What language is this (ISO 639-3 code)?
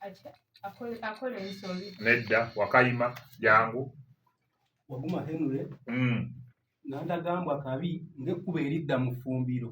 lug